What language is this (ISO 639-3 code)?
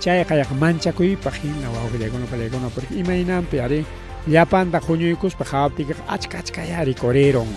quy